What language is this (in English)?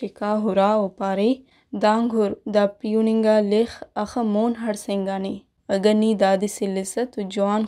Brahui